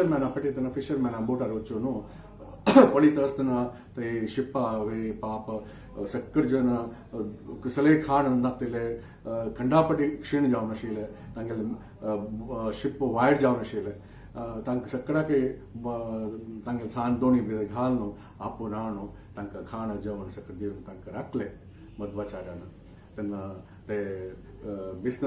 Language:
Konkani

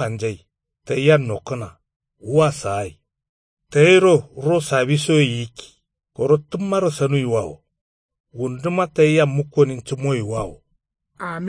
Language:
Kanuri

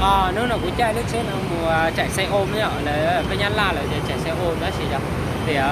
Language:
Hmong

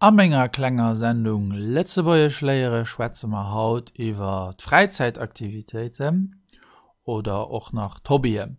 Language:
Luxembourgish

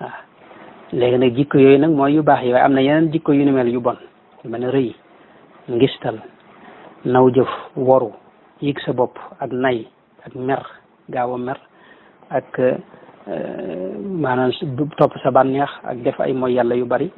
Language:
Wolof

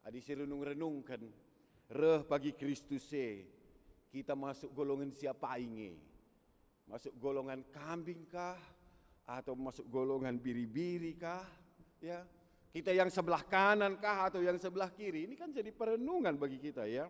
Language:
Batak Karo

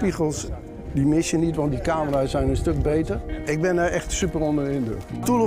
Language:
Dutch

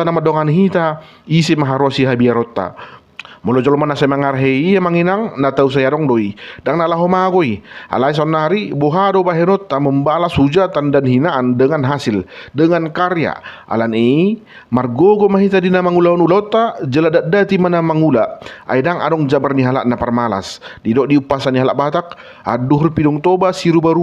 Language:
Batak Toba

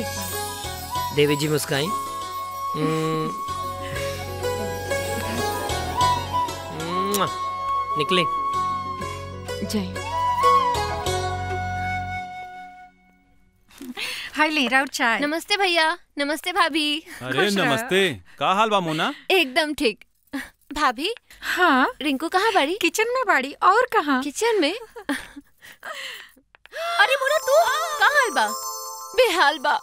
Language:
Bhojpuri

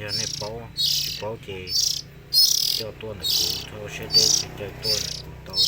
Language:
Hmong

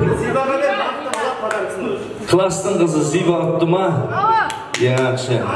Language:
Kara-Kalpak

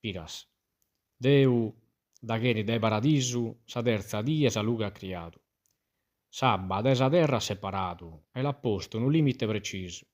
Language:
Sardinian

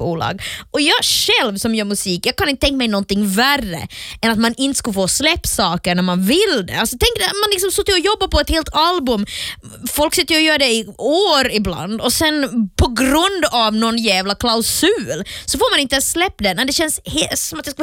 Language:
Swedish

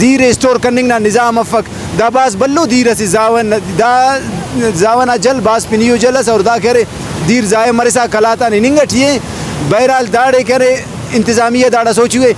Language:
Brahui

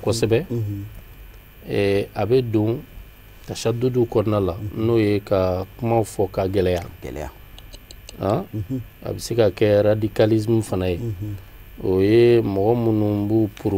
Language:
Bambara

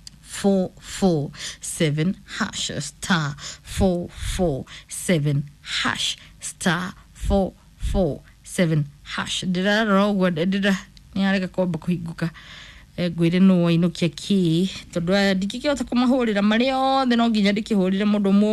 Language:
Kikuyu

